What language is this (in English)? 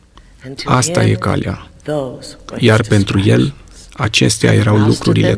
Romanian